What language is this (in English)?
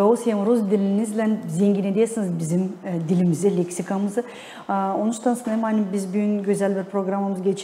Gagauz